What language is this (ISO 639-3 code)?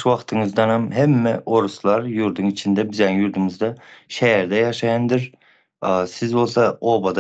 tuk